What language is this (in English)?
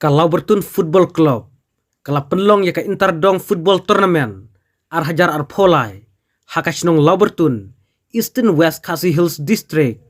Khasi